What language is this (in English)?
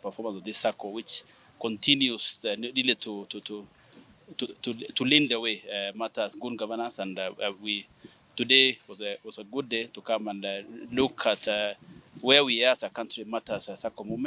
Gusii